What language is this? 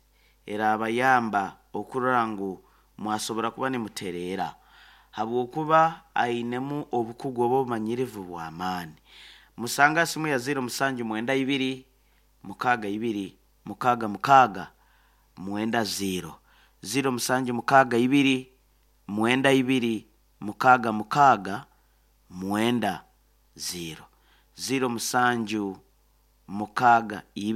Nyoro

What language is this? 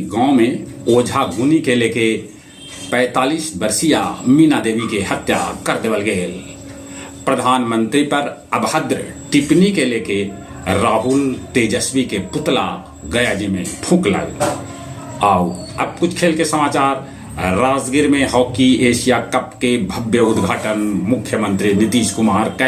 Magahi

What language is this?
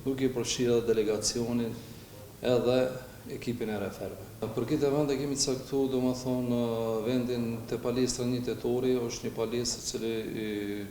Albanian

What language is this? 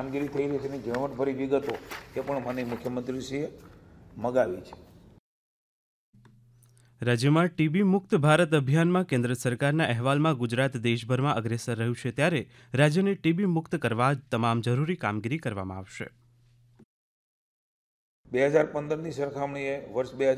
Gujarati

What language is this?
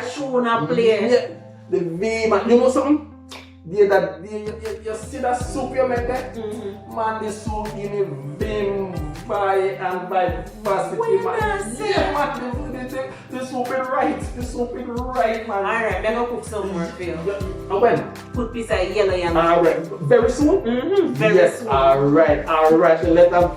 Jamaican Creole English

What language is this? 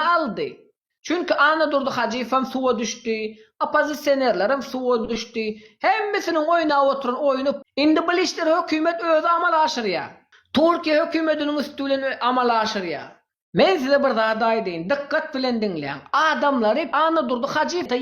Turkmen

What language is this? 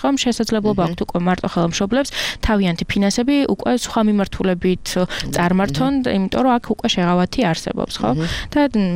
Georgian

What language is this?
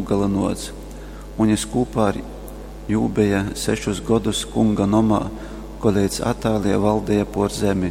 Latgalian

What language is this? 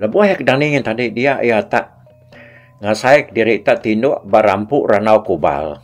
Iban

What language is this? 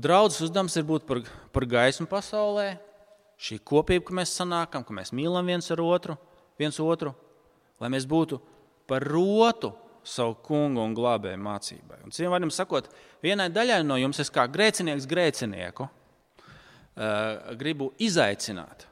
Latvian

